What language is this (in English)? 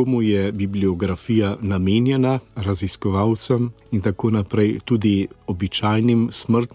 Slovenian